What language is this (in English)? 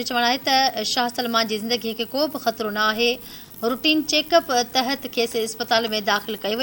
Sindhi